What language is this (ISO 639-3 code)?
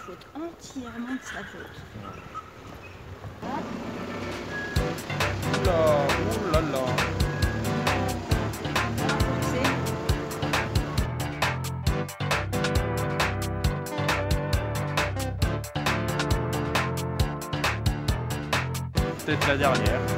fra